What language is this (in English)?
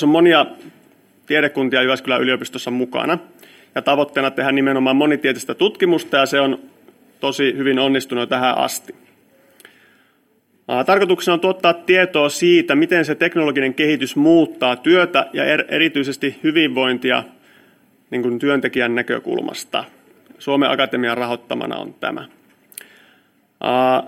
Finnish